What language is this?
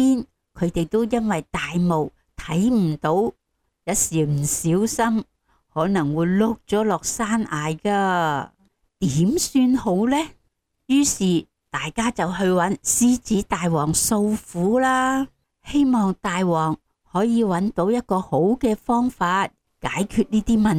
Cantonese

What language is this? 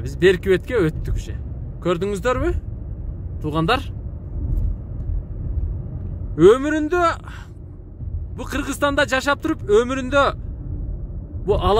Kyrgyz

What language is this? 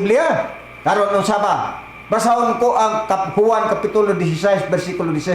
Cebuano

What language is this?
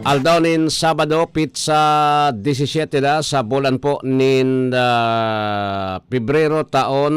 Bikol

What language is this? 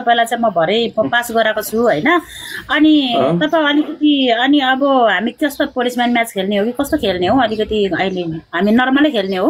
Nepali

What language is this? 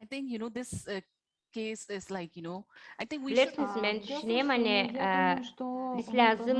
Gagauz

